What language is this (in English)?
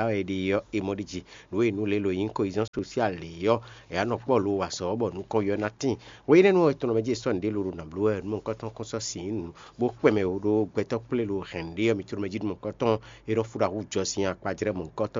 Fon